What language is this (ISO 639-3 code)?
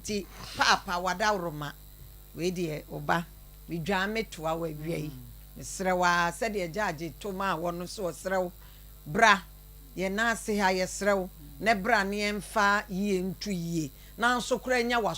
aka